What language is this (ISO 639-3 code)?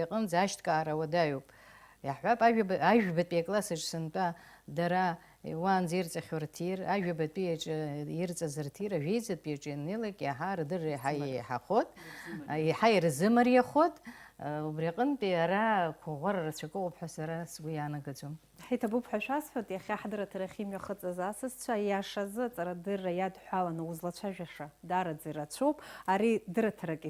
abk